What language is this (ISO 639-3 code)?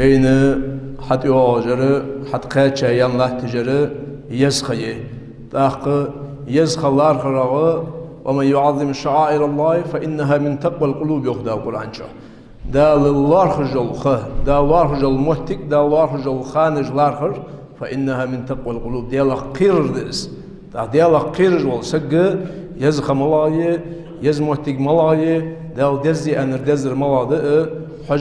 inh